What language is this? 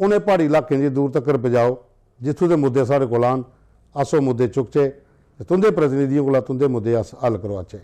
Dogri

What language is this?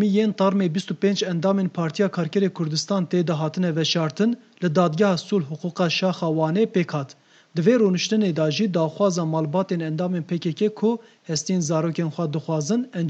Kurdish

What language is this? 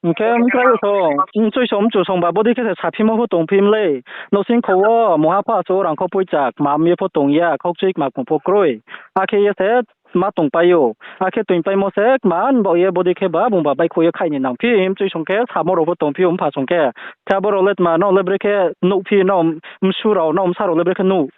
Riang (India)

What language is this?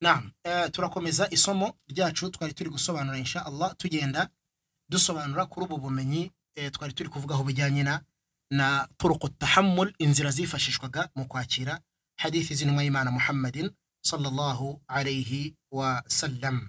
Kinyarwanda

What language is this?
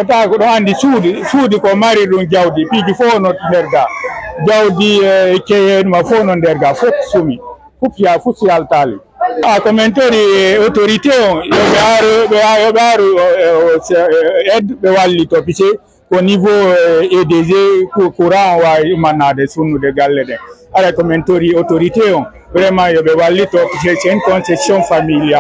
Fula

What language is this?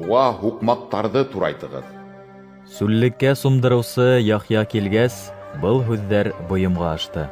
Bashkir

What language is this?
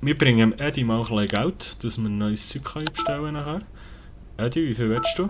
Swiss German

